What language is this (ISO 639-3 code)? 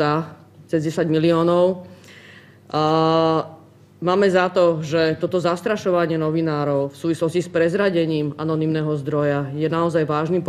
slk